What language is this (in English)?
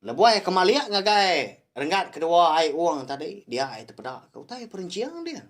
Iban